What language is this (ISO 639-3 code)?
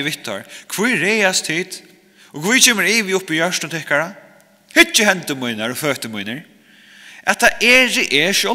fao